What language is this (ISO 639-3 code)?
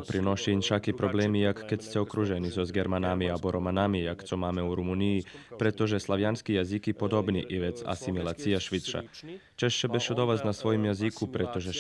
rue